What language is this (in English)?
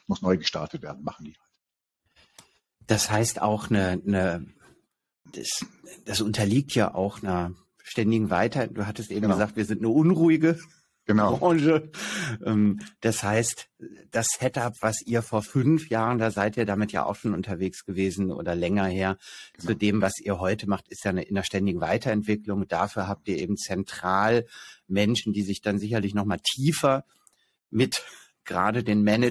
German